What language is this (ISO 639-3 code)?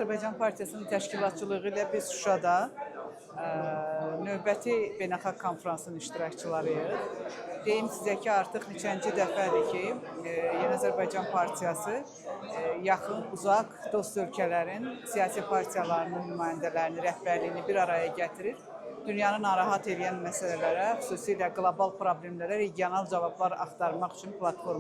aze